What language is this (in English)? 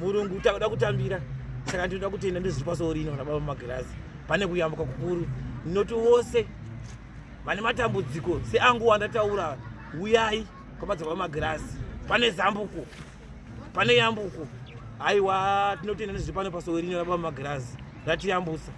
Shona